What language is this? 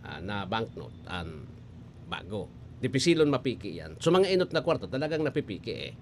Bikol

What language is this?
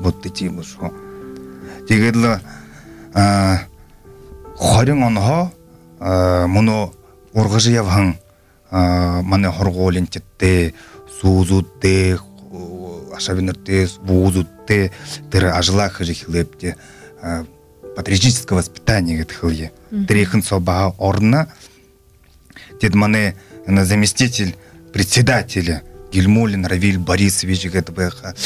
Buriat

